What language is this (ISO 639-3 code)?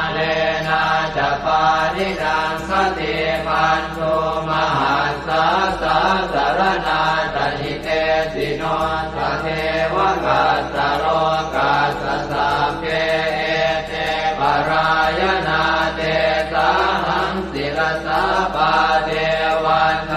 pli